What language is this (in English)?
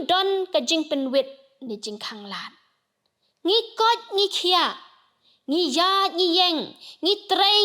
Khasi